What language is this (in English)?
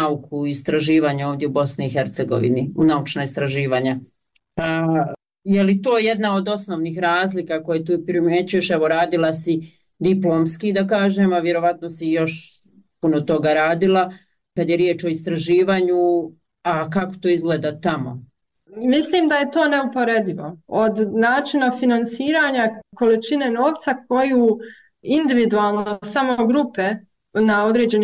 Bosnian